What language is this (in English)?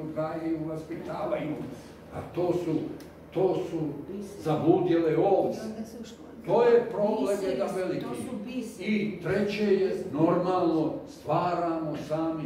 Serbian